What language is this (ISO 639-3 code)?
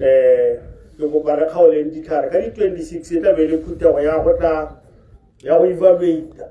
tsn